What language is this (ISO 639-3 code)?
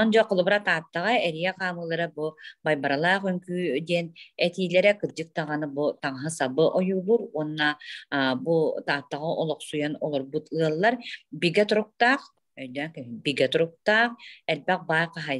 sah